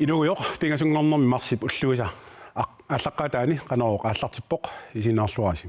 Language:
Kalaallisut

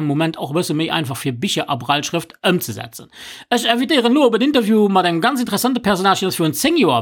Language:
Luxembourgish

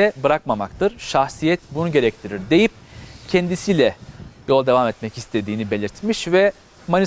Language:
Turkish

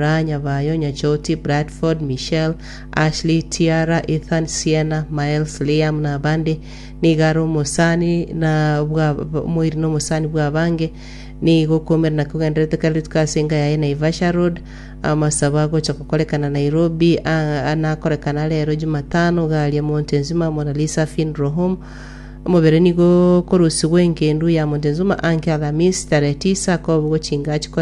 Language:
Gusii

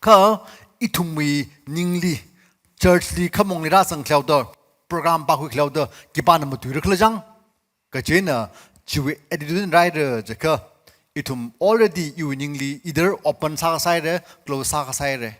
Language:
Tangkhul Naga (India)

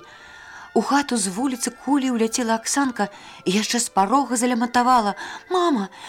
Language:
Belarusian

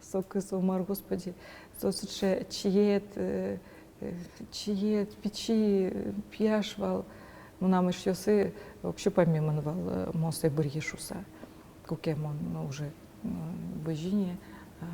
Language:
Udmurt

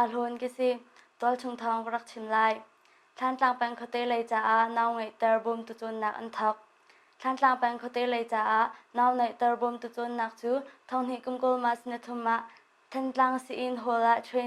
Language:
Hakha Chin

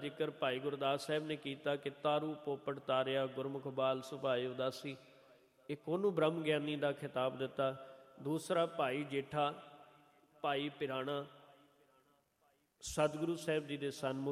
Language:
Punjabi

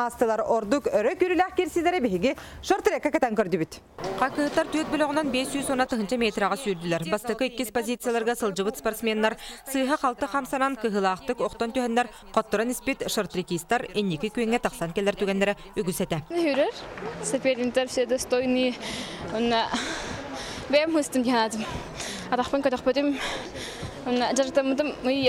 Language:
Yakut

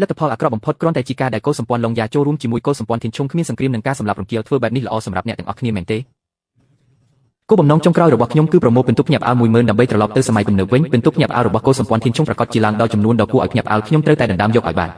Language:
Khmer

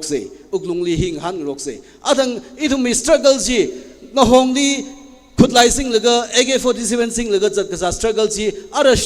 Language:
Tangkhul Naga (India)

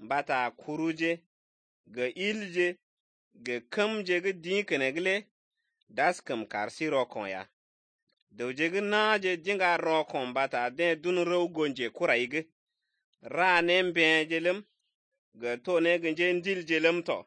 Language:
Slovenian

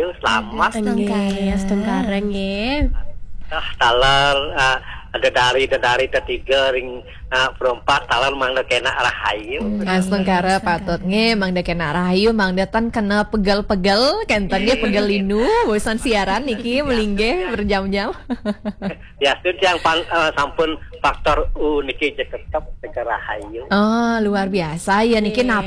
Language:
Balinese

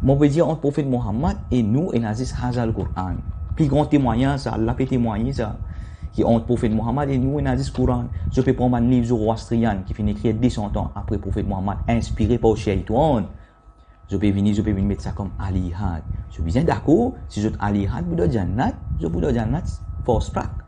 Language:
Morisyen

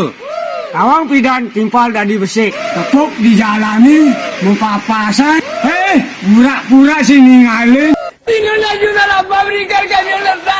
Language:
Balinese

